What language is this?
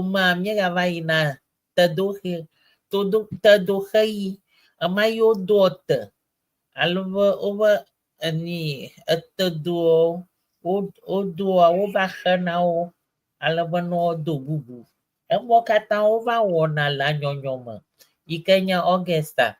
Ewe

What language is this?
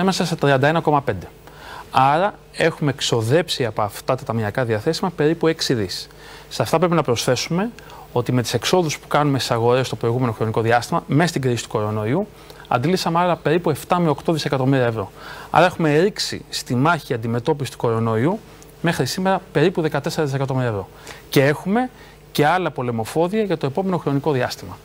Greek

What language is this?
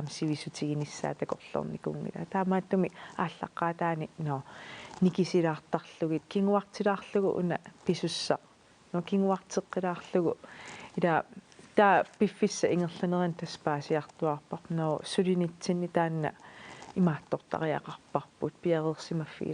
Kalaallisut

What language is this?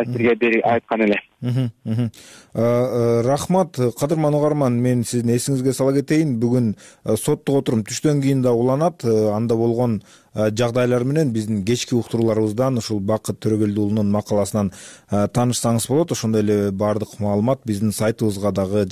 Kyrgyz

